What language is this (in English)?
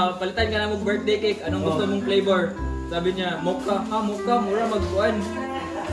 Cebuano